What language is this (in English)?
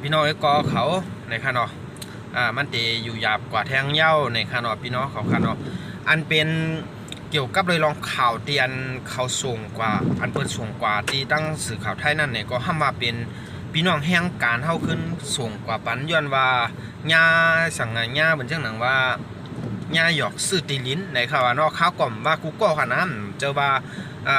Shan